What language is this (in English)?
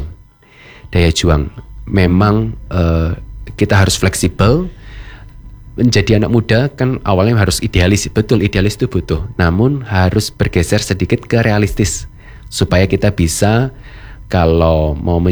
Indonesian